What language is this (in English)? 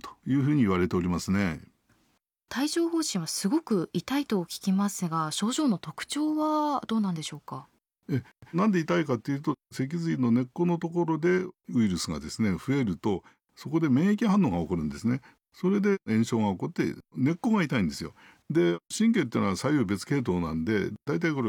Japanese